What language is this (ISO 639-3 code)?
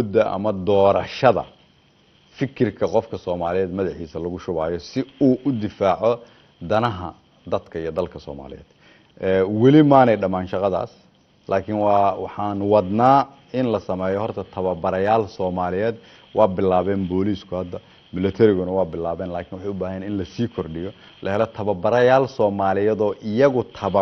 som